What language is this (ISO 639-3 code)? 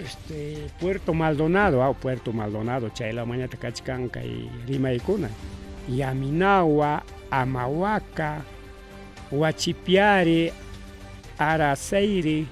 quy